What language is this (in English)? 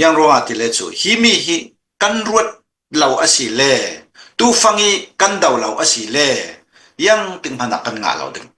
Hakha Chin